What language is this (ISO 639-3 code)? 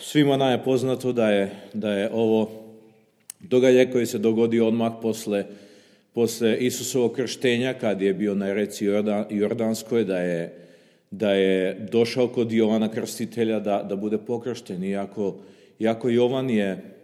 srp